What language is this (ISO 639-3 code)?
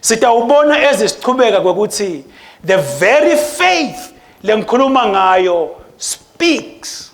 ssw